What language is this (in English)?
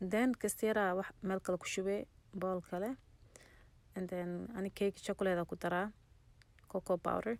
Somali